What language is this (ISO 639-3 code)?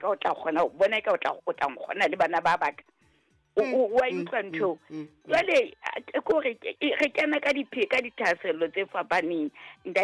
sot